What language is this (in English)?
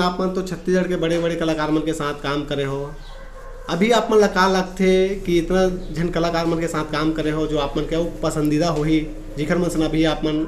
Chhattisgarhi